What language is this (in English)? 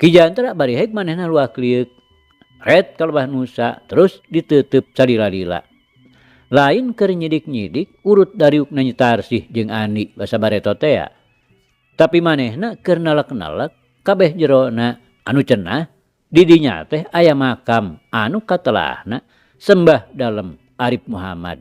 Sundanese